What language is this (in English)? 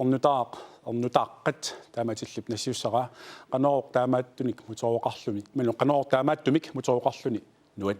Kalaallisut